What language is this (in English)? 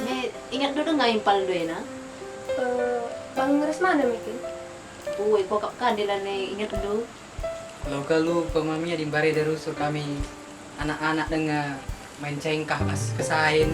Batak Karo